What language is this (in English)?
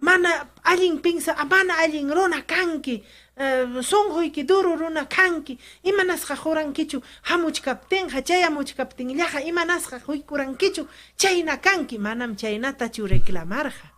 Ayacucho Quechua